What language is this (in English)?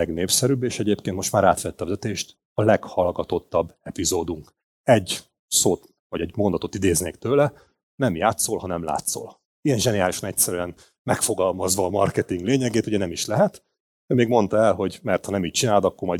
Hungarian